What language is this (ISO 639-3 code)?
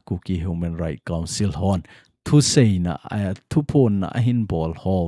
tcz